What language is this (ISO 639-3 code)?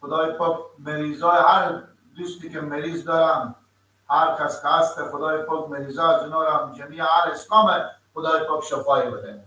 fas